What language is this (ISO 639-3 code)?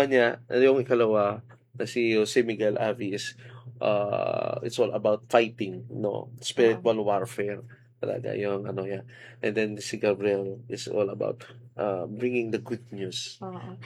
fil